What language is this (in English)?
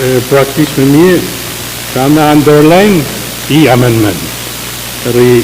Pohnpeian